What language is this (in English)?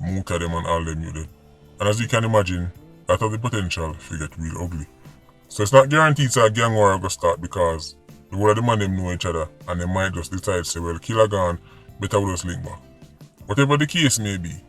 Jamaican Creole English